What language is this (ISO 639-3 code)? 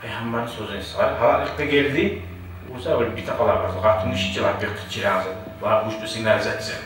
kum